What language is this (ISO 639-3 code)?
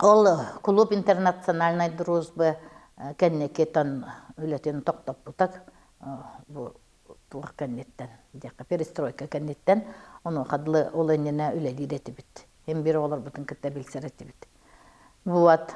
sah